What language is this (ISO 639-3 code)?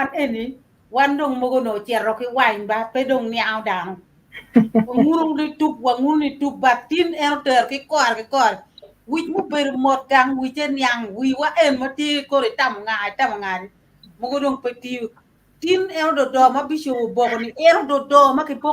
ach